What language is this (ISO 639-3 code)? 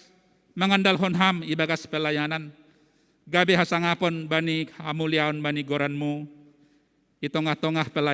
bts